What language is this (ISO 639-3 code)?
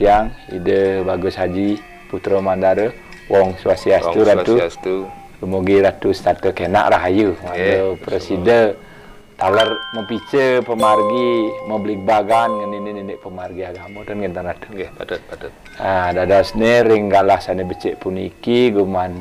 ban